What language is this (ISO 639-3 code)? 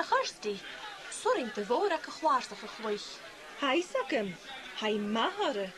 gla